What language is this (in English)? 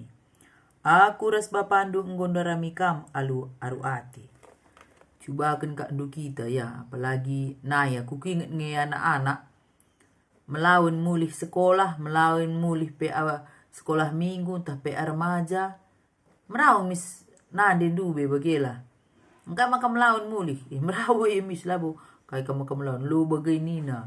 Batak Karo